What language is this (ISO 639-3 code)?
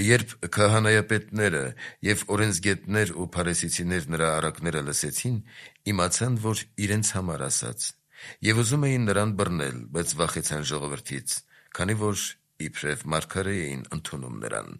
hye